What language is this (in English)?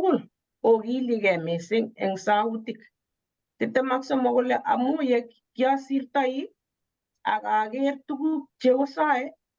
Kalenjin